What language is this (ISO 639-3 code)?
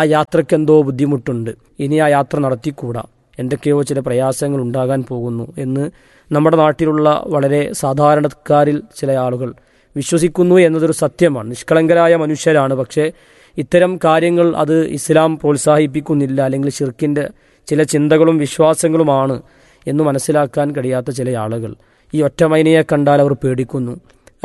mal